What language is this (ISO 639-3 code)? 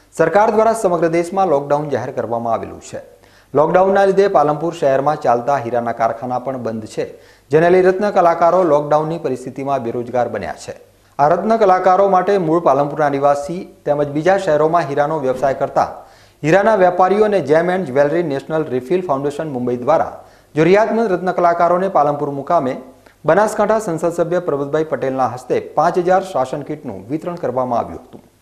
guj